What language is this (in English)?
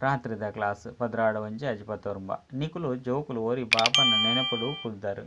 Tulu